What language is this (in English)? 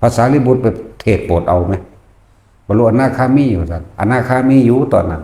Northeastern Thai